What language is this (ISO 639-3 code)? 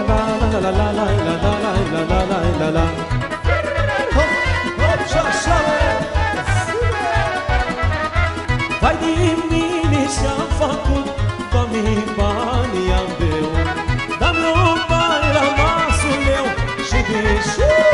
ron